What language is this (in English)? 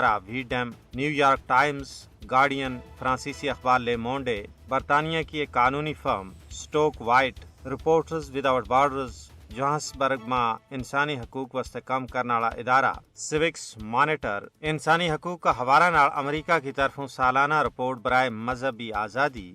Gujari